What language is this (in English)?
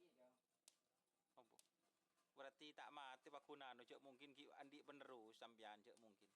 Madurese